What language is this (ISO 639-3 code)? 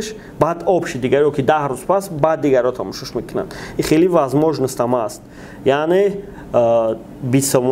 tgk